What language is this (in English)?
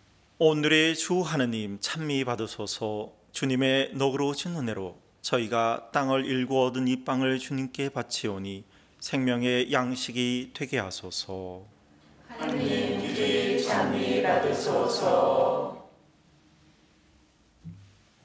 Korean